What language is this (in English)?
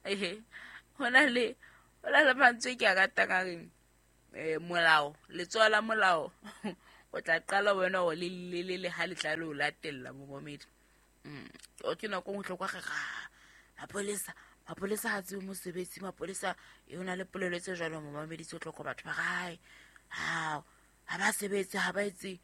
Southern Sotho